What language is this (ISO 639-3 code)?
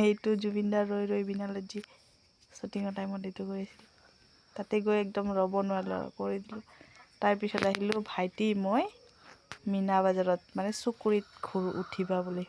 asm